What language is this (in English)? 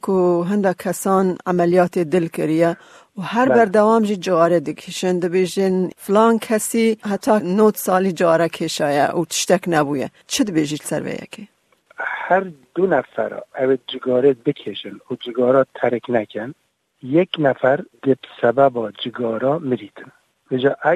Kurdish